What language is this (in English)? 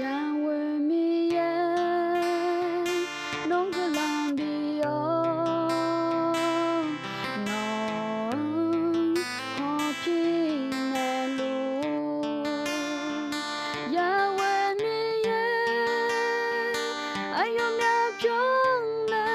Akha